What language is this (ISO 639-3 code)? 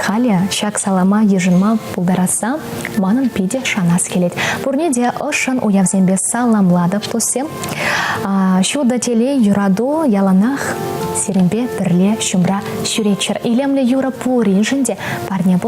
chv